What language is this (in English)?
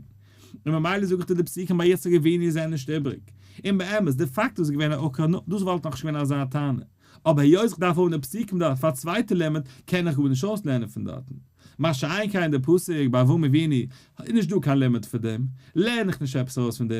Yiddish